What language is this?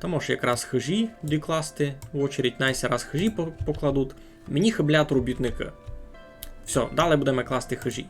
Rusyn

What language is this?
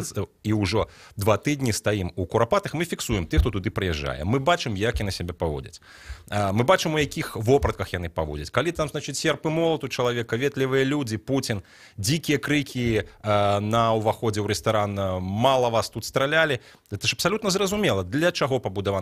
Belarusian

